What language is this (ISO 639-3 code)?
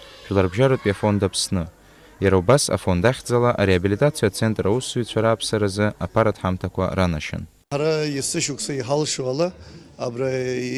abk